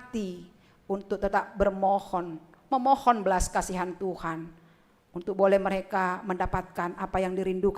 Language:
Batak Simalungun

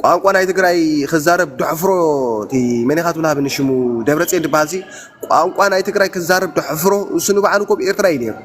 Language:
Tigrinya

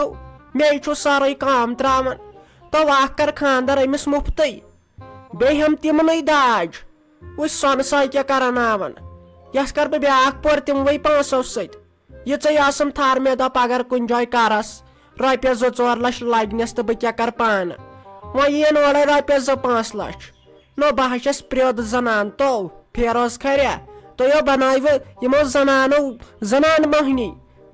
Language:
Kashmiri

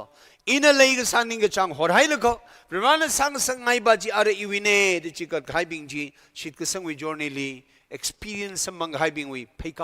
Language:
Tangkhul Naga (India)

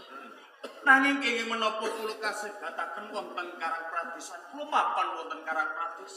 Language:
Javanese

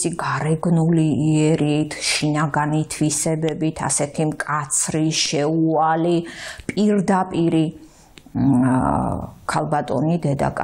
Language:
Georgian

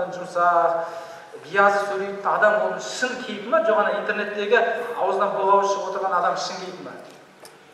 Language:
Kazakh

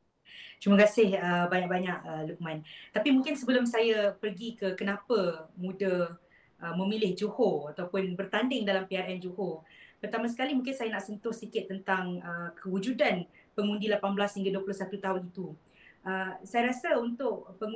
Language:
Malay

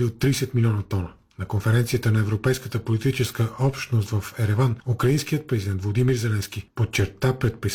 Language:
Bulgarian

